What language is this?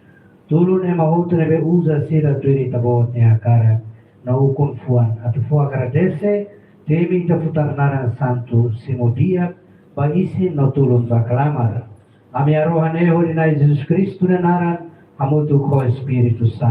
Tetum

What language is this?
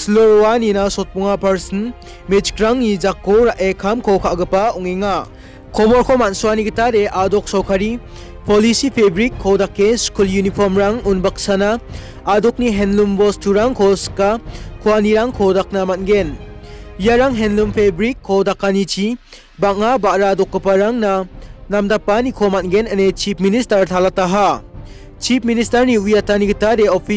Garo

